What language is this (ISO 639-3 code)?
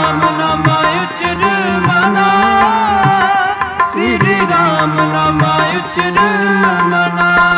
pan